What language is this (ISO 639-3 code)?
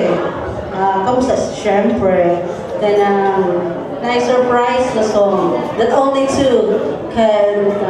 ceb